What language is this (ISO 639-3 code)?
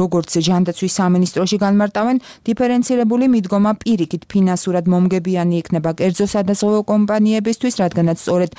kat